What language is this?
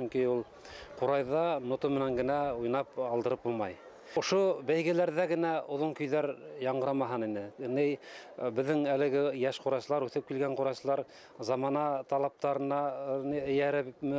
Bashkir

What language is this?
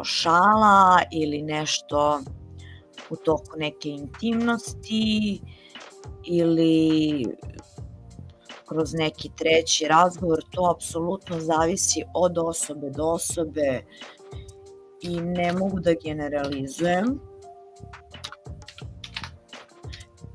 Serbian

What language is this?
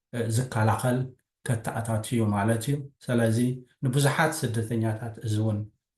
Tigrinya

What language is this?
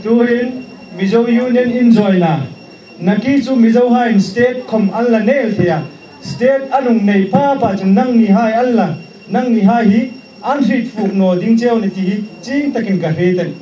Hmar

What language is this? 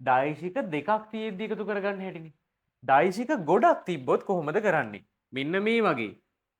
Sinhala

